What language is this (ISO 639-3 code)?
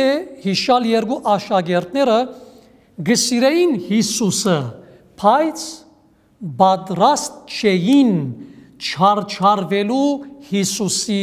hyw